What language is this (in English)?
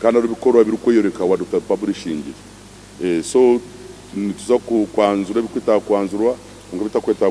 Nyankole